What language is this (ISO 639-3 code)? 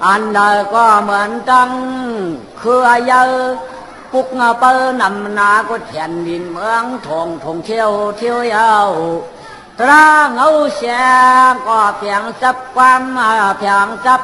shn